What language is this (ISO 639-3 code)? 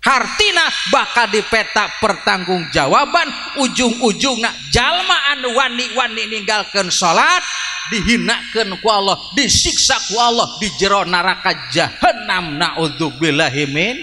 sun